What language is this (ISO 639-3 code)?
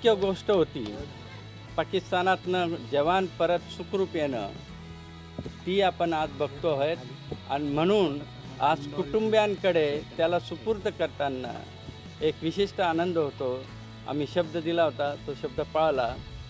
mar